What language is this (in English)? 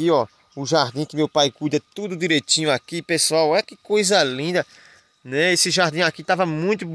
Portuguese